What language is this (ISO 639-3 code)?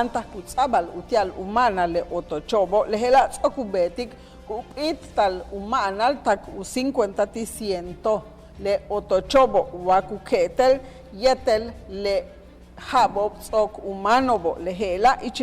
yua